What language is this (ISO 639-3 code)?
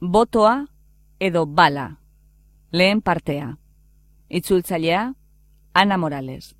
eus